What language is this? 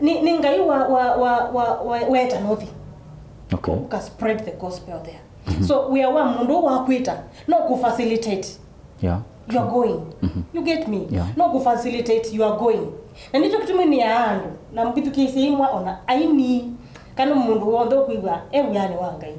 Kamba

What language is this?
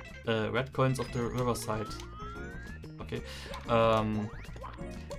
German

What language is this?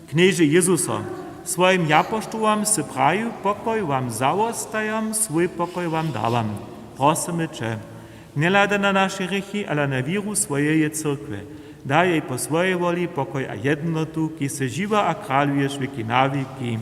Upper Sorbian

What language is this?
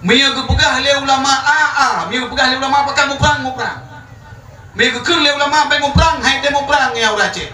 Achinese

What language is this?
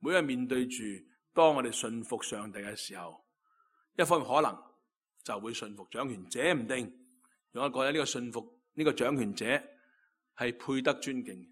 Cantonese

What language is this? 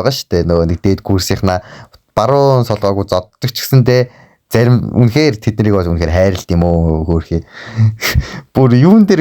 Mongolian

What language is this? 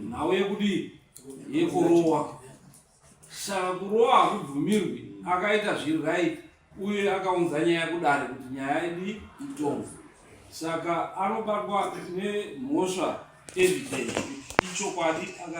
Shona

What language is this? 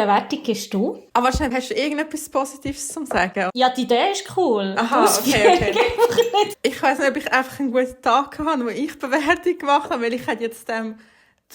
Swiss German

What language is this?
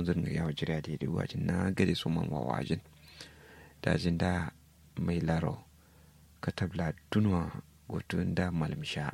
Kanuri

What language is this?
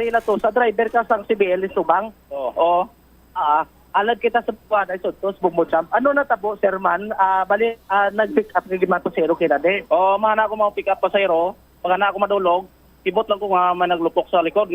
Hiligaynon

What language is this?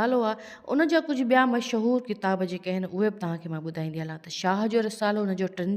Sindhi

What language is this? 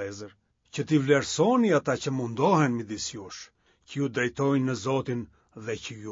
Albanian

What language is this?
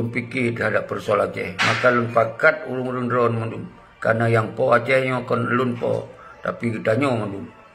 Achinese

